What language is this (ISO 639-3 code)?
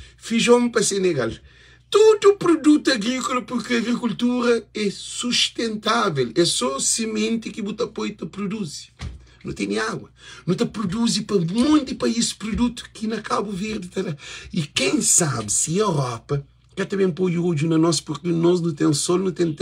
kea